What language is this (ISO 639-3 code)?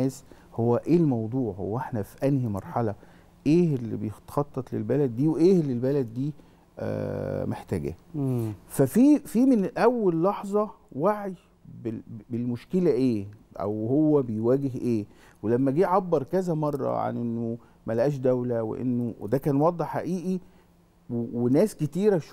arz